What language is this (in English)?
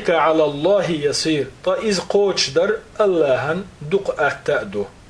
Chechen